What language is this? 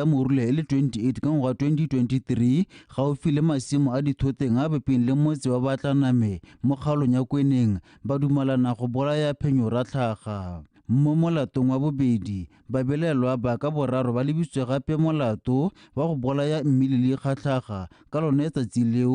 Tswana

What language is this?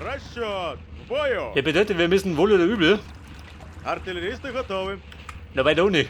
Bavarian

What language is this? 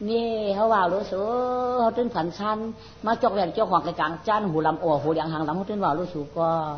Shan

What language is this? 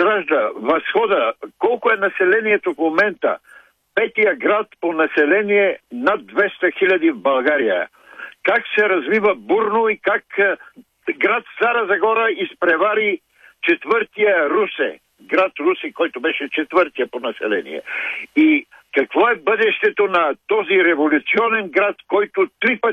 Bulgarian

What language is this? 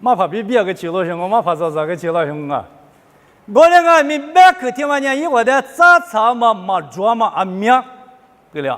Lisu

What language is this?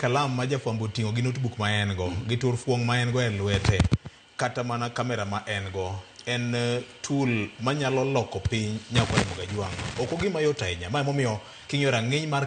Luo (Kenya and Tanzania)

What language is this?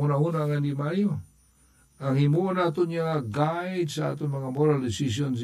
Hiligaynon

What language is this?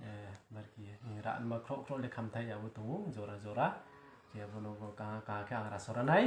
Riang (India)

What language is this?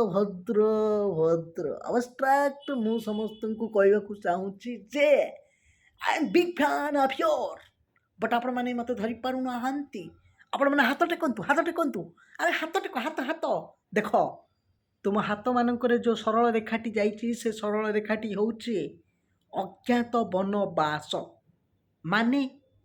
Odia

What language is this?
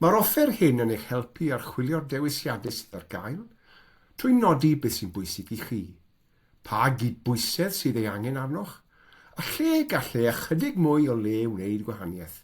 Welsh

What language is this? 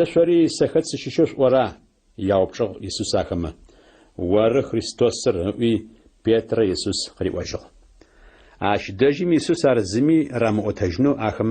Adyghe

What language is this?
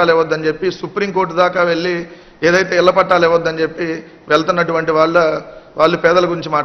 Telugu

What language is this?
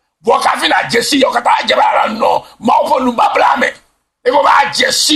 Ewe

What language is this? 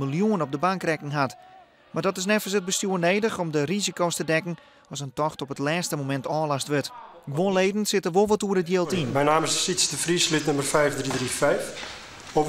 Western Frisian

